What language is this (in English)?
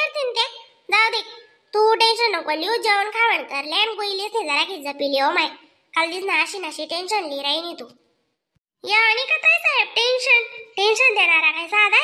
Khandesi